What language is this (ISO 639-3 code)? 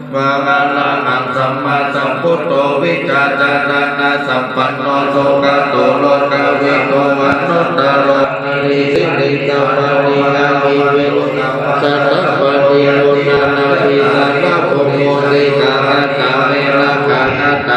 pli